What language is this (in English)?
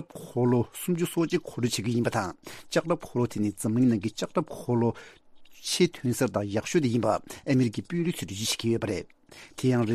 Tibetan